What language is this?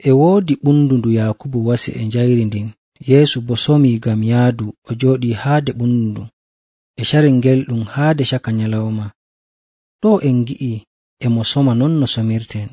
Nigerian Fulfulde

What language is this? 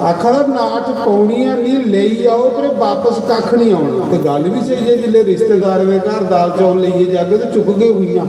Dogri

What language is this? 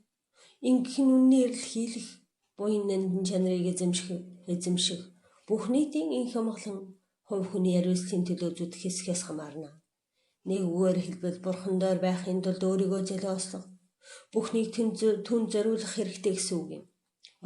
Mongolian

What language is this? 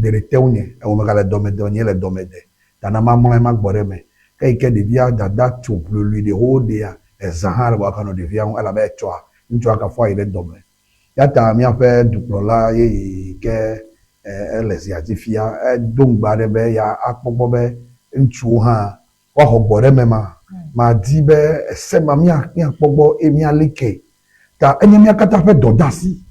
Ewe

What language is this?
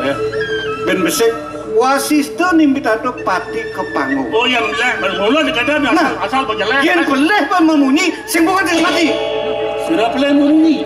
Balinese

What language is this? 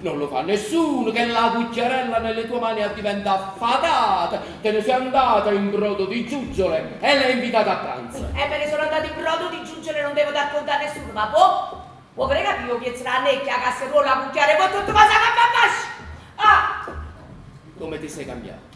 Neapolitan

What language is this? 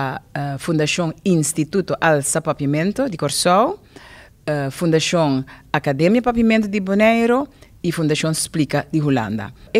Papiamento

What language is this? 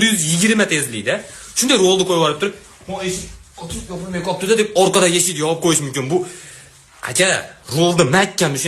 Uzbek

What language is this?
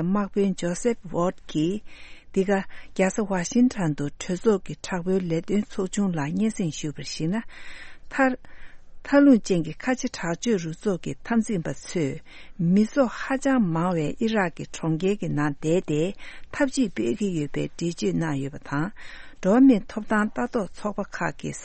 Tibetan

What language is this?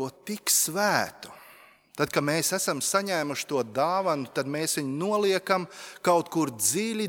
Latvian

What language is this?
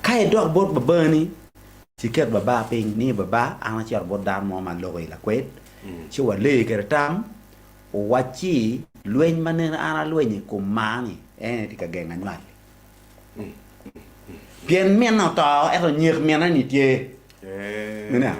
Acoli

